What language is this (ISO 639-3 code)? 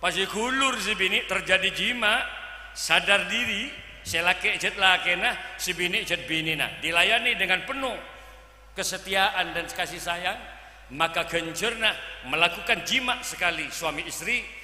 mad